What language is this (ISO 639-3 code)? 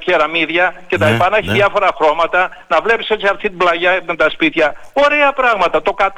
ell